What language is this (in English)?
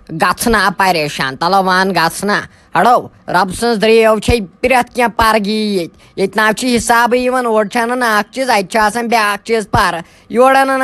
Kashmiri